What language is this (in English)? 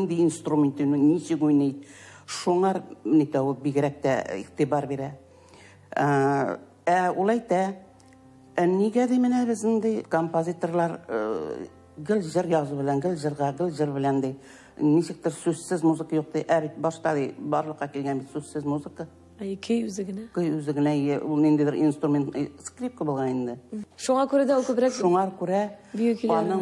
Tatar